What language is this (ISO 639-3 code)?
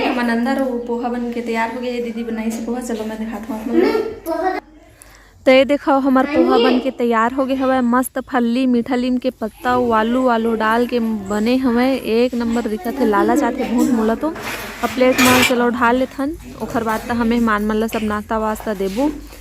hne